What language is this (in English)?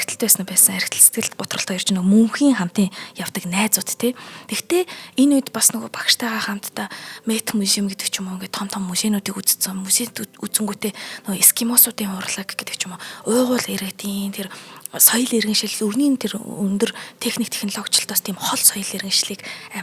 Mongolian